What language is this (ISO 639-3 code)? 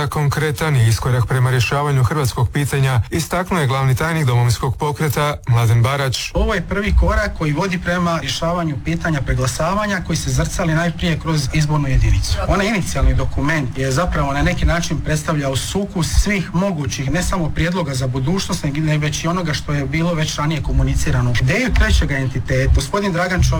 hrv